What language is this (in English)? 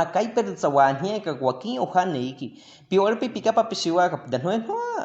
Baniwa